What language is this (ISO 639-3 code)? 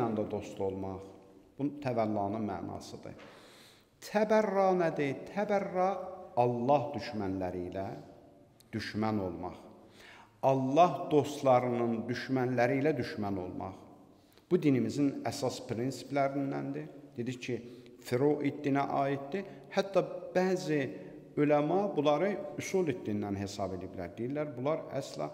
aze